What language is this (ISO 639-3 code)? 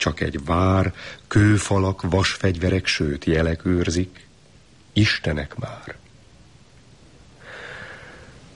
hun